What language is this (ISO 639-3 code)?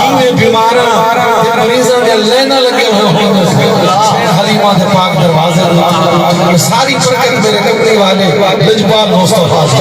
skr